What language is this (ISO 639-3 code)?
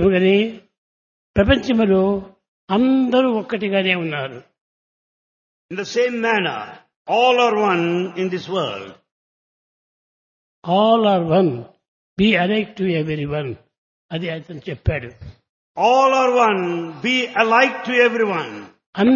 tel